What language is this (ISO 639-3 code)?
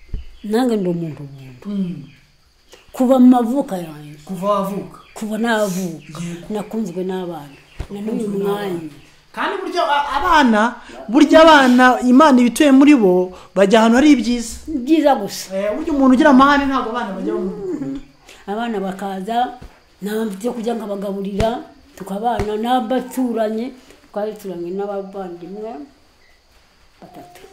kin